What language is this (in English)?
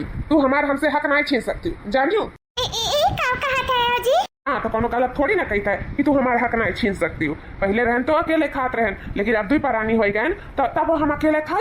Awadhi